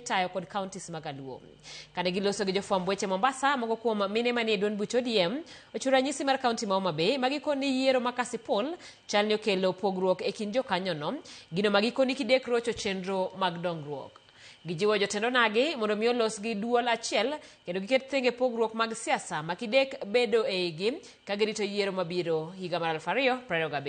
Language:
Luo (Kenya and Tanzania)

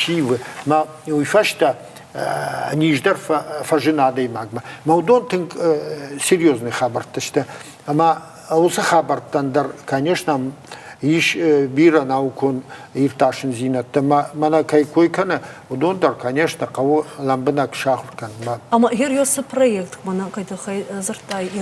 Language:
Ossetic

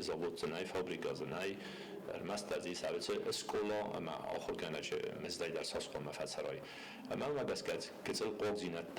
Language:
Ossetic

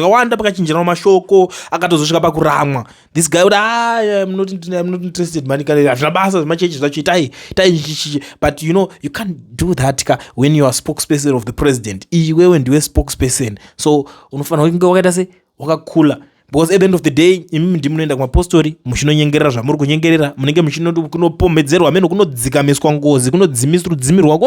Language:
Shona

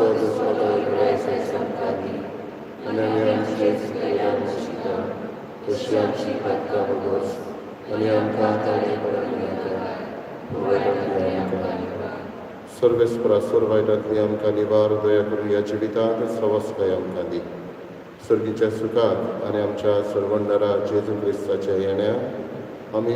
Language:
Konkani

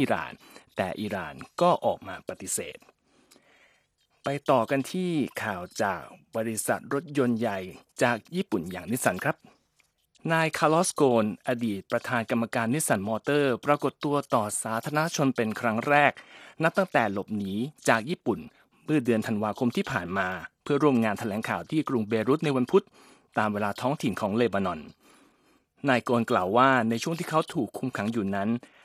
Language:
Thai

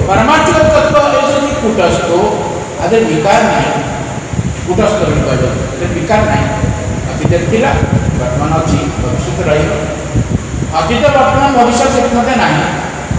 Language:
Odia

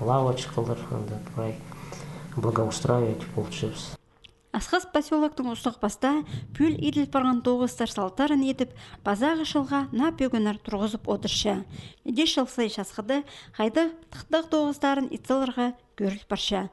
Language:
Khakas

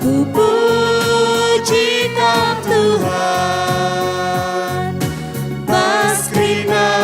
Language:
Batak Karo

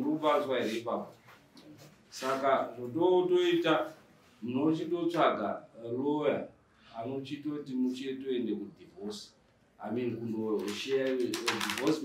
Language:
Shona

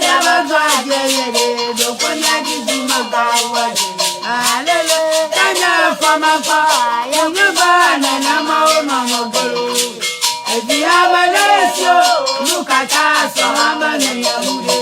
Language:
Ewe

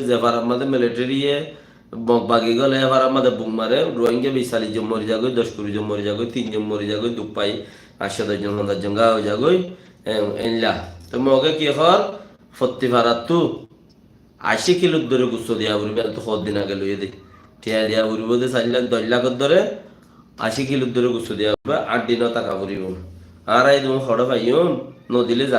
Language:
Rohingya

